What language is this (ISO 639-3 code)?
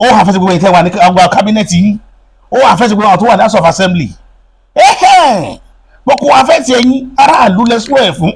yor